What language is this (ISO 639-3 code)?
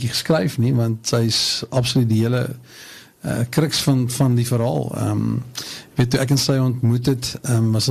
afr